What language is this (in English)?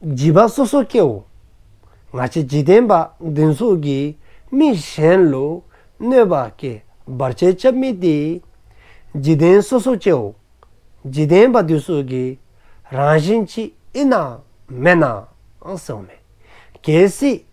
Dzongkha